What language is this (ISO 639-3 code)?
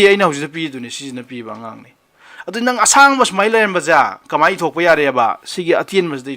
mni